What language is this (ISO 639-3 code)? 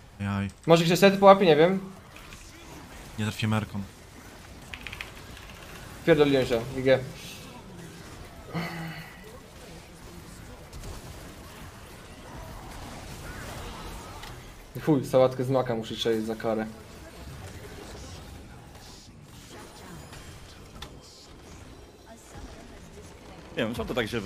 pol